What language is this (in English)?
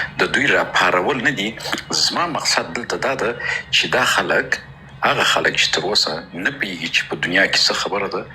Pashto